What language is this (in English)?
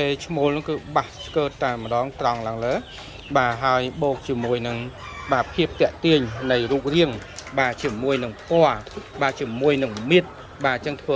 Khmer